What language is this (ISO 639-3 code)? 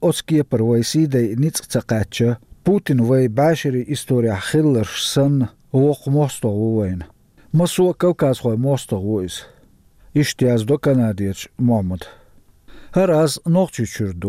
che